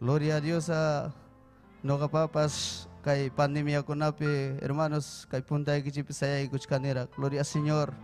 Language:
Ayacucho Quechua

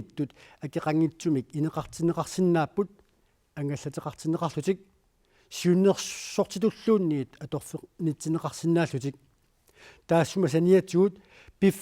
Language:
Kalaallisut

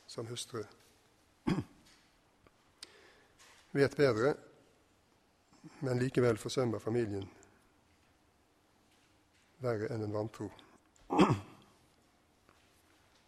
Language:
Norwegian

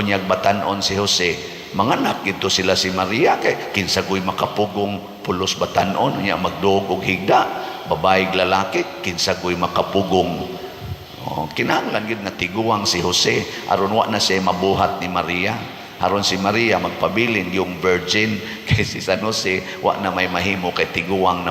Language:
Cebuano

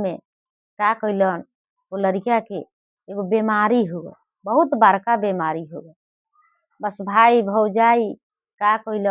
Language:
Bhojpuri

